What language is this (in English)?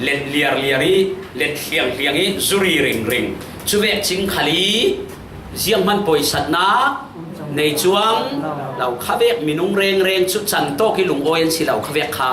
Falam Chin